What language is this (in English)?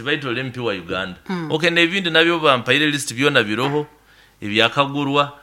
Nyoro